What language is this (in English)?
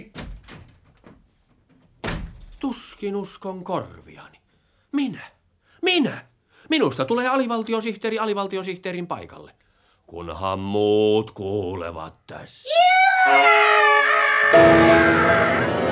Finnish